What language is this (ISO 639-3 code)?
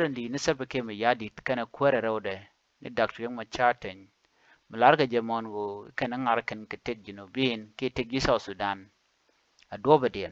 nus